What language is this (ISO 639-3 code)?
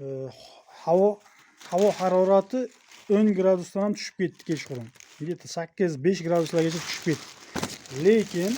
uzb